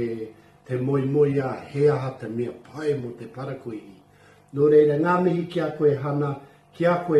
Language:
Māori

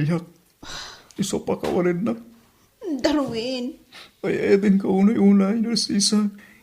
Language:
Iloko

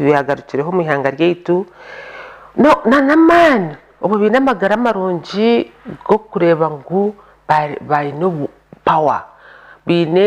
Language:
Nyankole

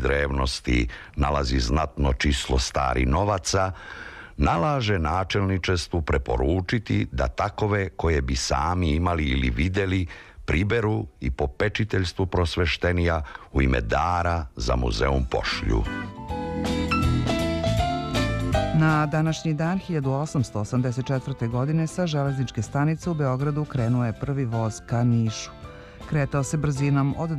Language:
Serbian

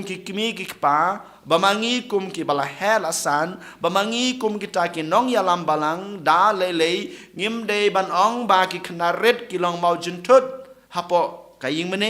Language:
Khasi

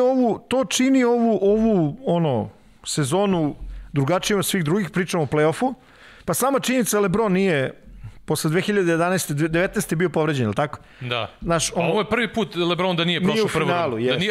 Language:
Serbian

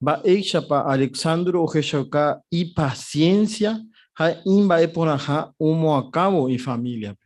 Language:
Guarani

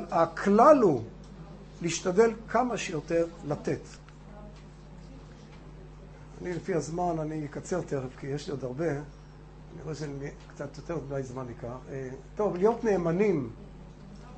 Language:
Hebrew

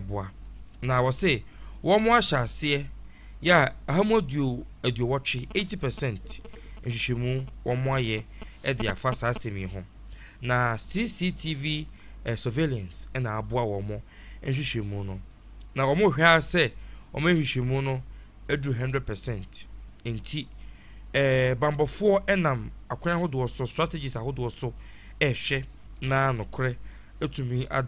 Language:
Akan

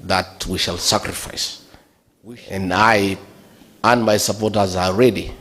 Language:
Gusii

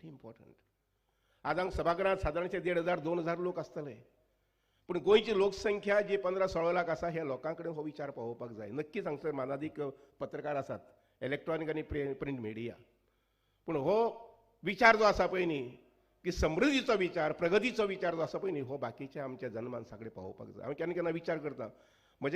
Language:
Konkani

